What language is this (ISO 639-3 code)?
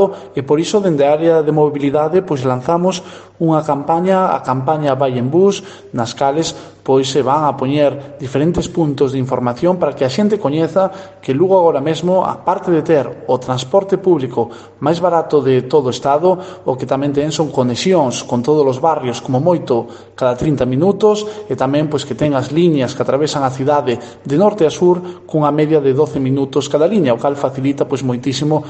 glg